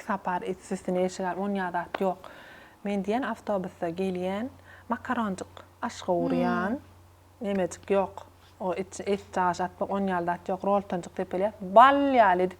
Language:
Turkmen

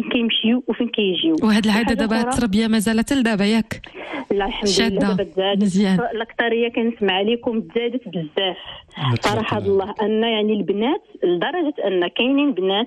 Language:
Moroccan Arabic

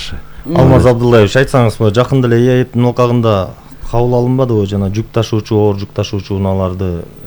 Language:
Kyrgyz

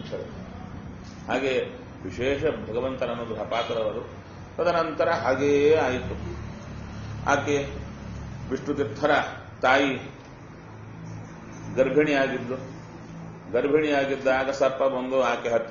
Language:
Kannada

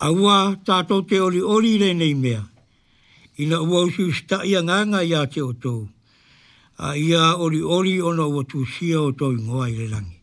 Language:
Samoan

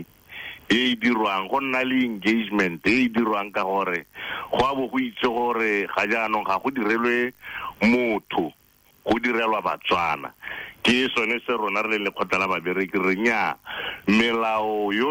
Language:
Tswana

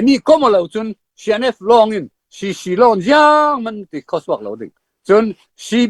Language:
Falam Chin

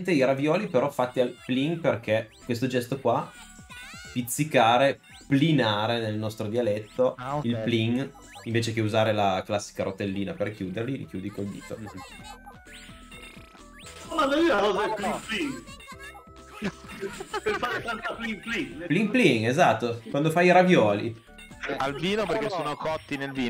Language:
Italian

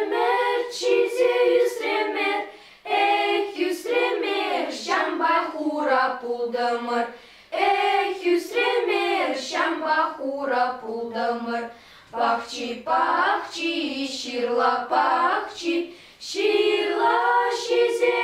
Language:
Chuvash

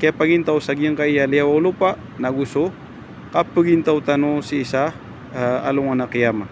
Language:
Maranao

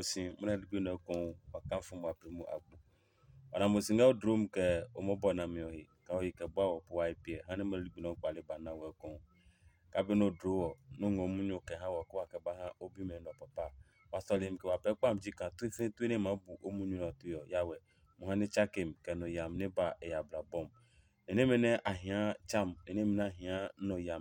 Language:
Adangme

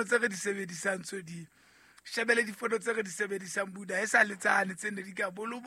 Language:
Southern Sotho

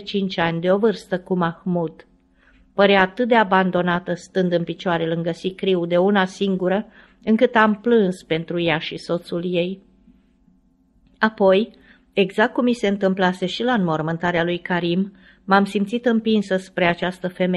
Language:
Romanian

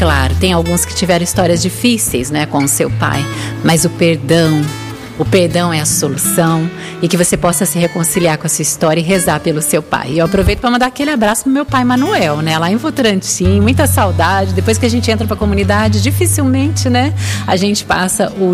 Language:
Portuguese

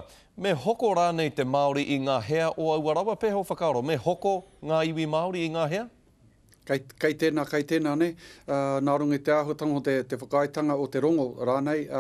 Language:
Māori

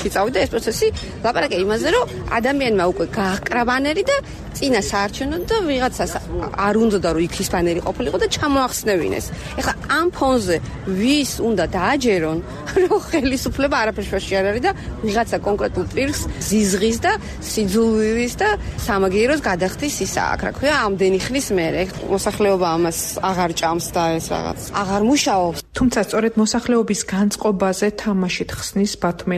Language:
Georgian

